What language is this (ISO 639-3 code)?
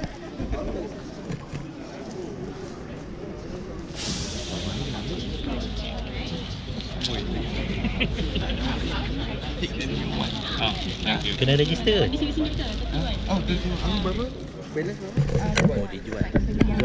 msa